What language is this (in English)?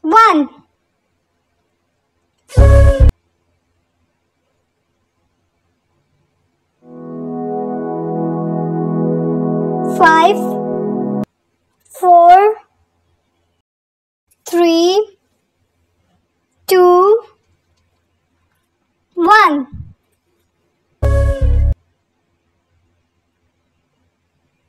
English